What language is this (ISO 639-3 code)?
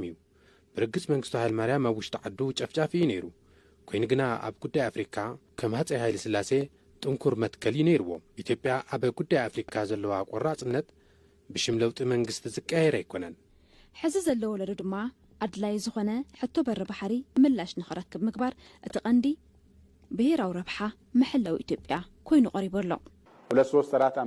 tir